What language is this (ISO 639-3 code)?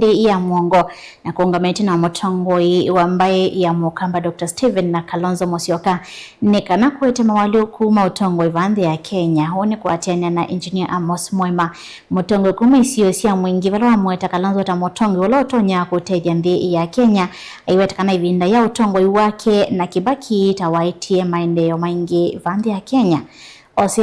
kam